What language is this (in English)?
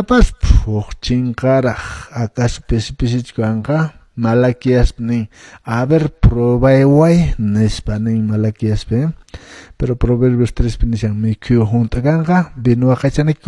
Quechua